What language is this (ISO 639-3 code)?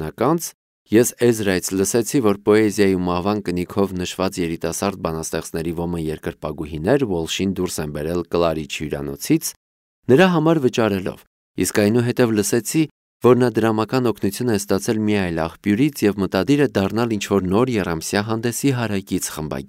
hye